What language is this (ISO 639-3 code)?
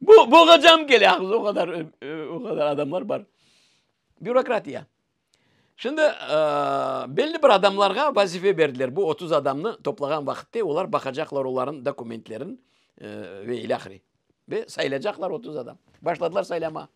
crh